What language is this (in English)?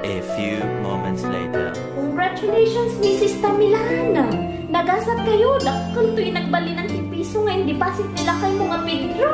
Iloko